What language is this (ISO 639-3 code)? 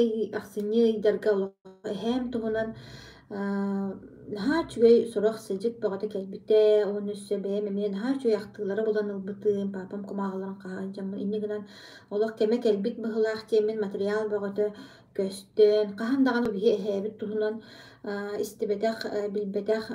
sah